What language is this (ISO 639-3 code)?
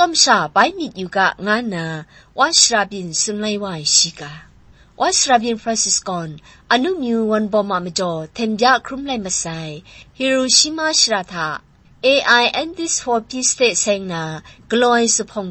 kac